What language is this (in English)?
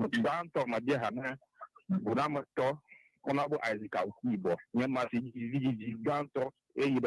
Ewe